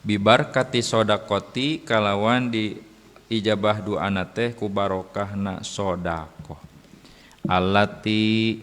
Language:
Sundanese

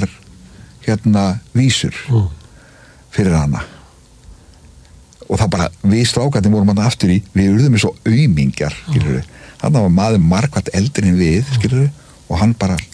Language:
Icelandic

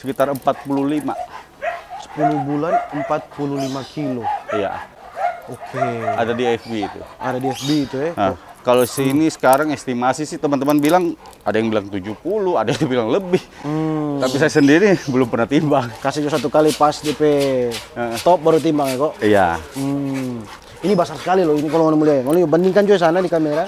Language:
Manado Malay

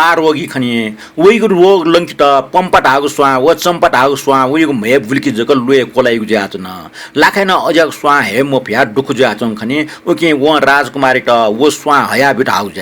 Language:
Newari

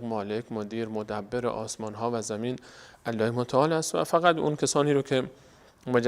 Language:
Persian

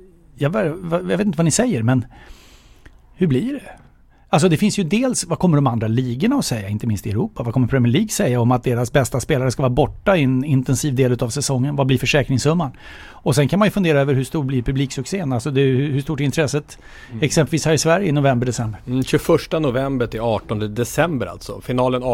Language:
Swedish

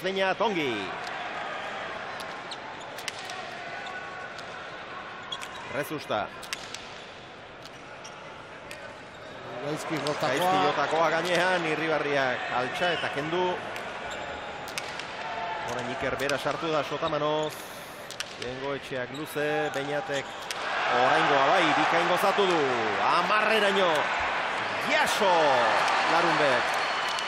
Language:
Basque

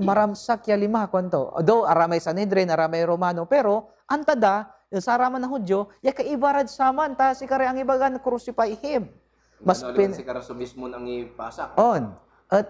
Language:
Pangasinan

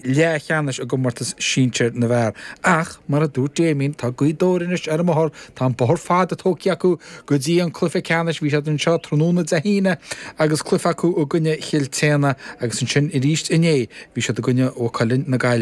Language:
Irish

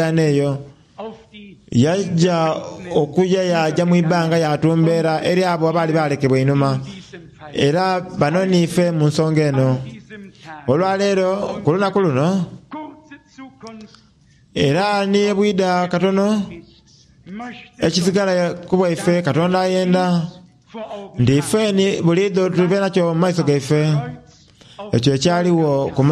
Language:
Soga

